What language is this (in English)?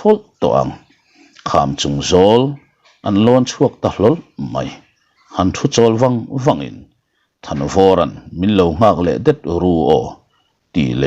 Mizo